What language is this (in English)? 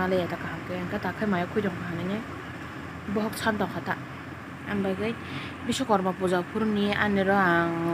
Kok Borok